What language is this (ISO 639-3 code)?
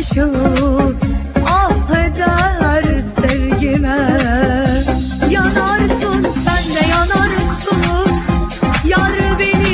tur